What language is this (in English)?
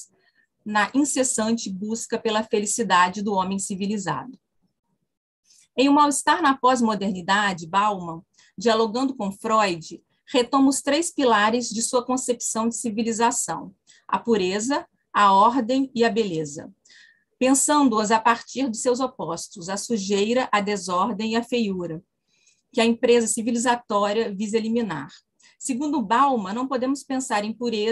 Portuguese